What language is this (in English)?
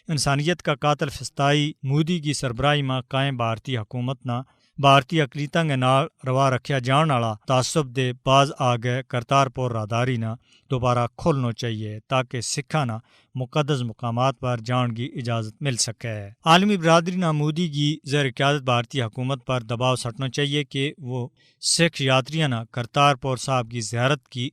Gujari